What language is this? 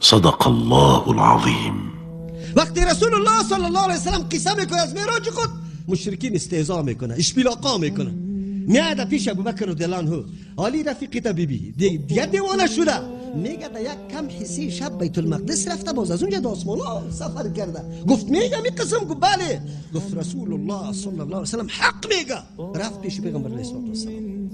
Persian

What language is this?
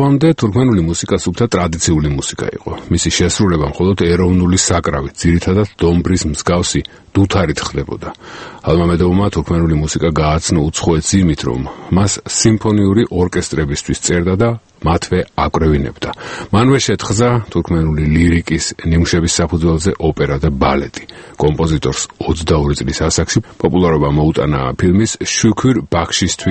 Georgian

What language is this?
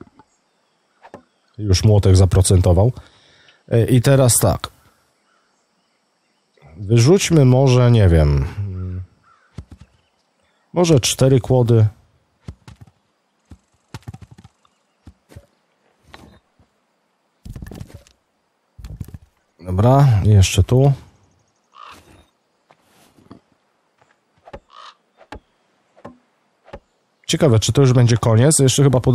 Polish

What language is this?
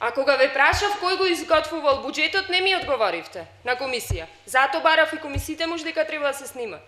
Macedonian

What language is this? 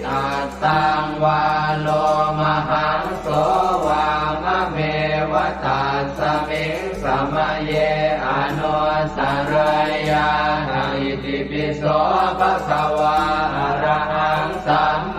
Pali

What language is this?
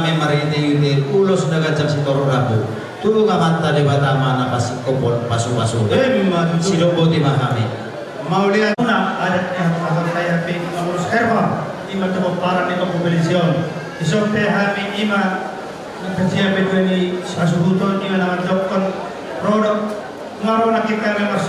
Batak Toba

